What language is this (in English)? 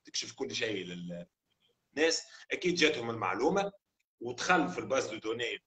Tunisian Arabic